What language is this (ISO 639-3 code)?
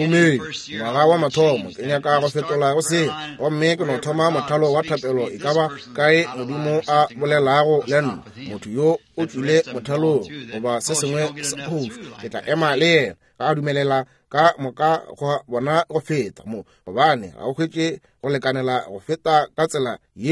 nso